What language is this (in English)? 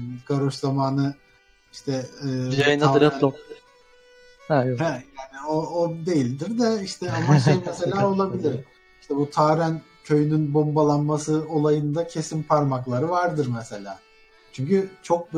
Turkish